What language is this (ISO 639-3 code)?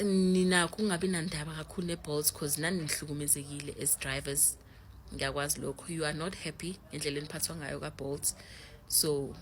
zul